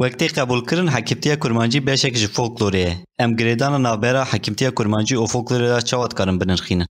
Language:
Kurdish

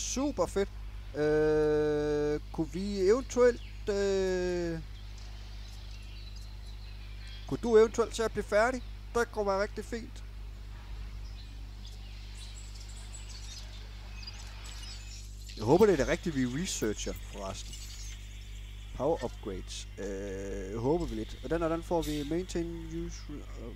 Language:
Danish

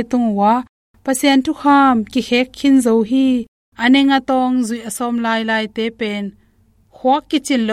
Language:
Tedim Chin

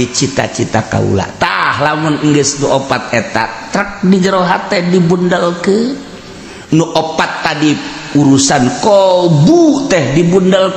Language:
Sundanese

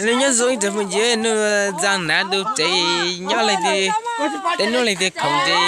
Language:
Hmong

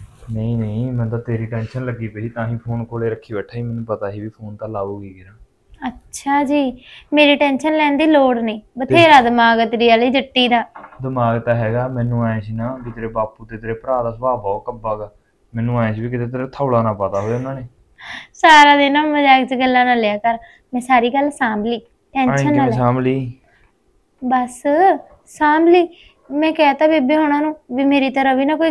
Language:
Punjabi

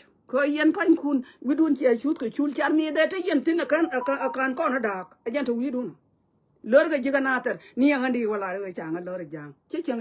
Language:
Nuer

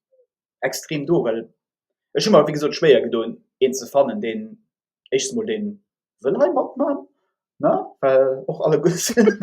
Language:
Luxembourgish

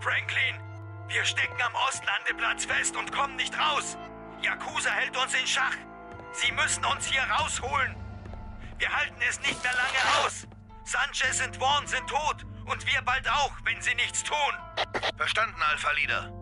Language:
Bavarian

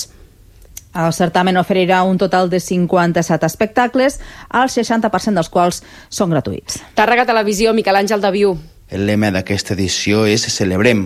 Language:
Catalan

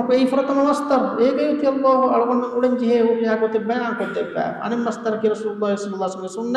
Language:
Divehi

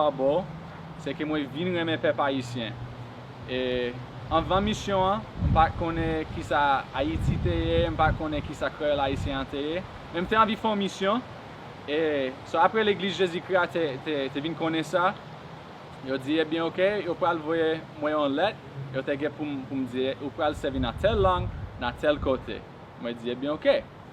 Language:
Haitian Creole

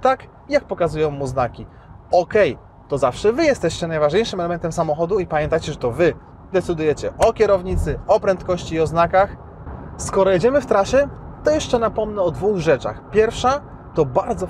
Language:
Polish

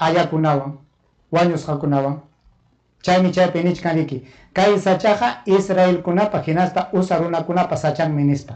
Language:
Ayacucho Quechua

